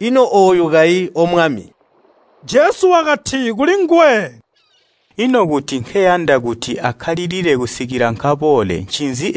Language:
Tonga (Zambia)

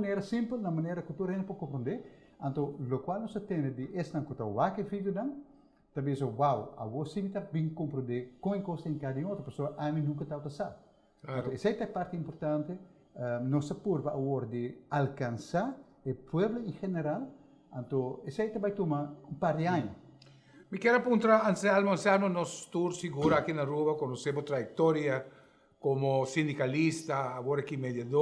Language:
Papiamento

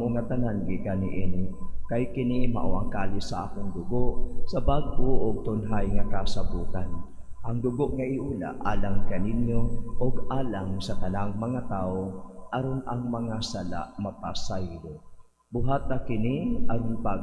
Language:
Cebuano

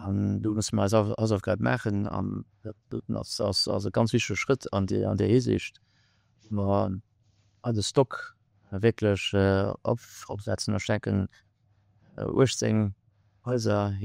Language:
Luxembourgish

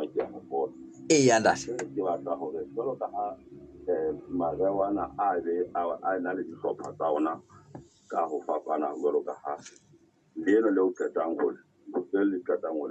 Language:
Southern Sotho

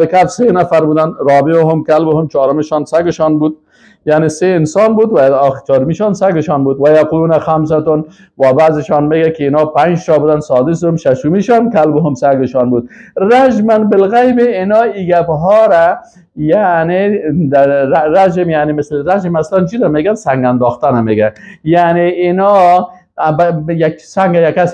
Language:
Tajik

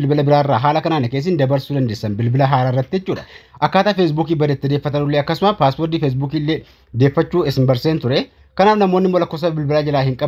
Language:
Oromo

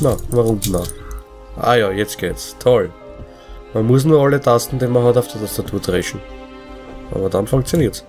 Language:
Bavarian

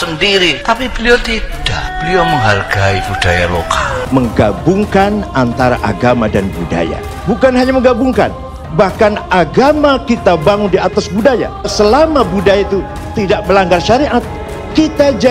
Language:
Indonesian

